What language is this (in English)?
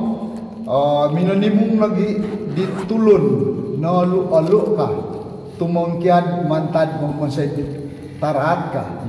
Central Dusun